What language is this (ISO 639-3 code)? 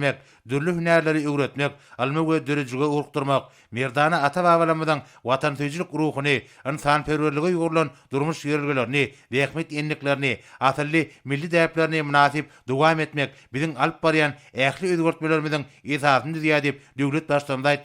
tuk